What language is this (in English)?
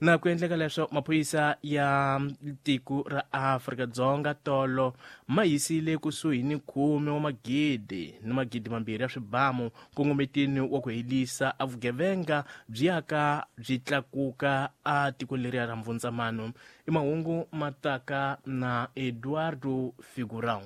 Tsonga